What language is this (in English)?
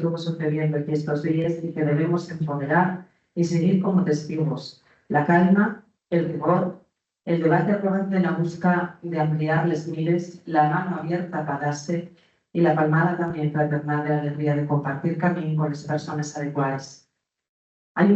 Asturian